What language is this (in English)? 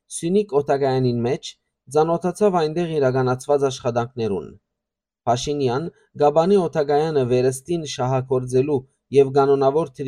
Western Armenian